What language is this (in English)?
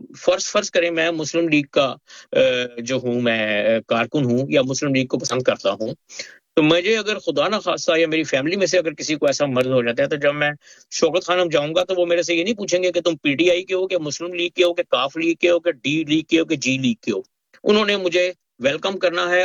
Urdu